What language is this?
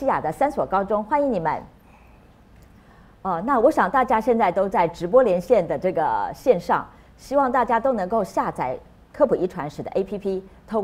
Chinese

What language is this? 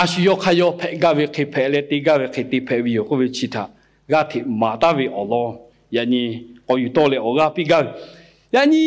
Lahu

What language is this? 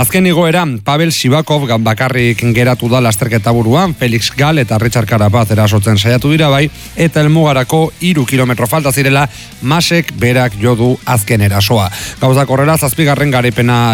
Basque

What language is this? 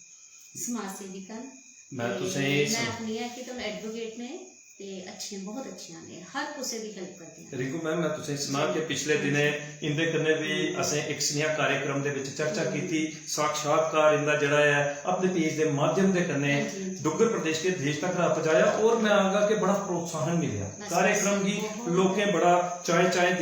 Dogri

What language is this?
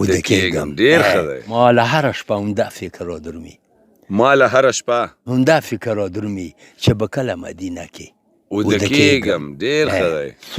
Pashto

